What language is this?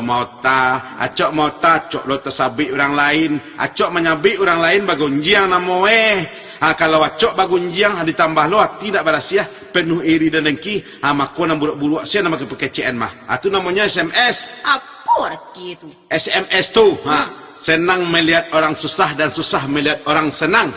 Minangkabau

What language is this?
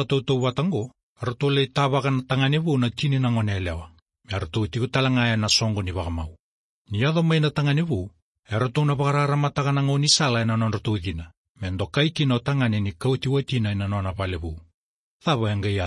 Fijian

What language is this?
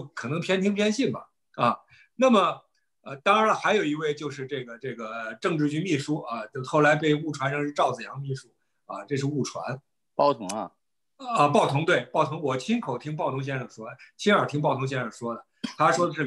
Chinese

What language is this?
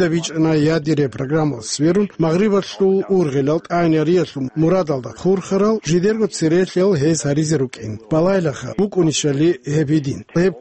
Avaric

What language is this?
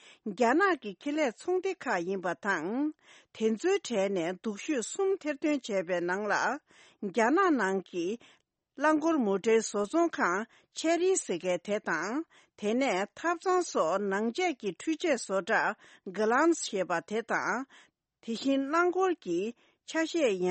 Tibetan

